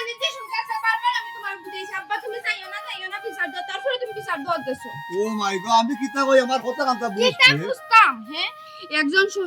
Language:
Sylheti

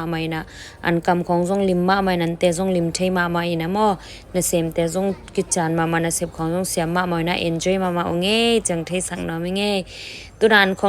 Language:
Tedim Chin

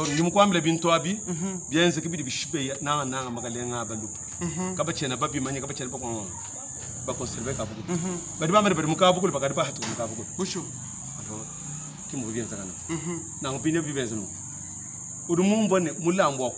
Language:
Luba-Lulua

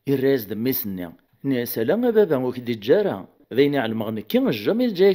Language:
Kabyle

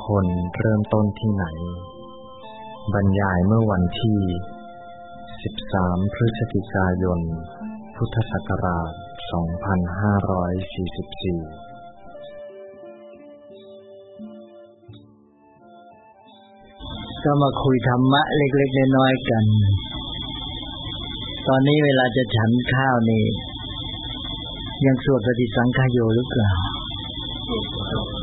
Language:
Thai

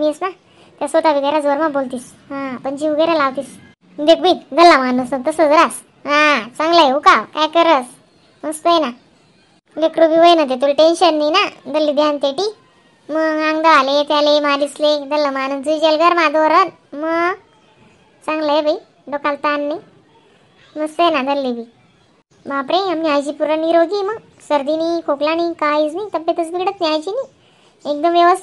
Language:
Khandesi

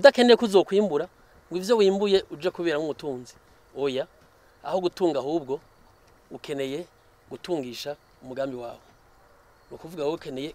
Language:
Rundi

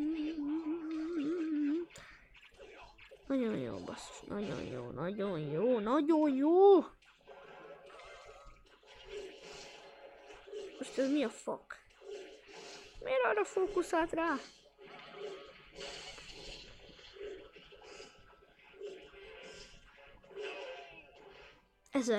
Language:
Hungarian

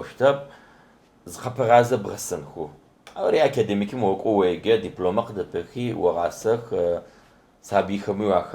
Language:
Adyghe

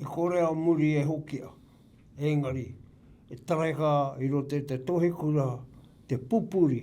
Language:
Māori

